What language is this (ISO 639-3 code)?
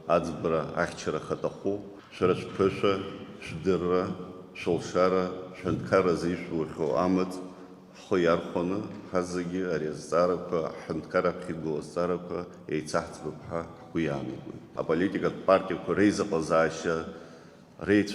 abk